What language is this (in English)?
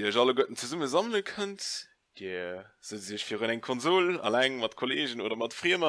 Luxembourgish